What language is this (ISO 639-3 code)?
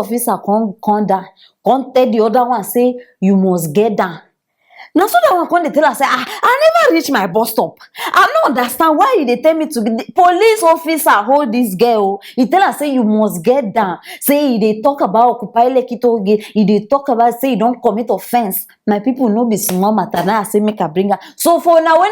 pcm